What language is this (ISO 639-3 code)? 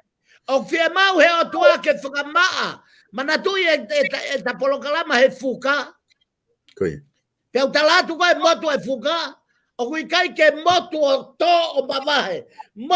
ton